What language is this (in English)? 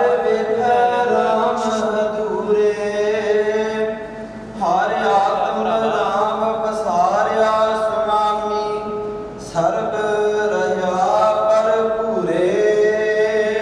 Punjabi